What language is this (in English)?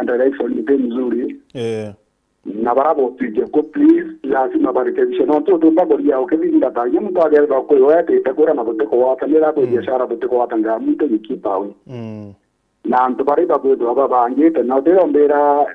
Meru